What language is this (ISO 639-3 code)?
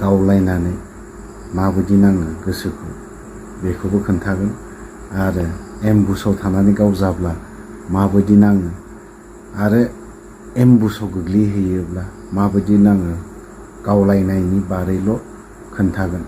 brx